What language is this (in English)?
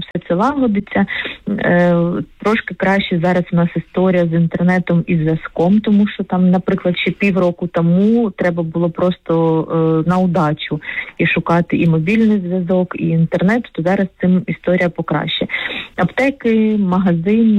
Ukrainian